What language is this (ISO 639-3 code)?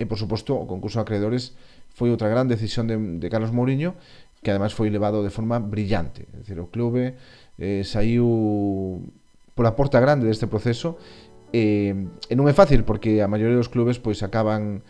glg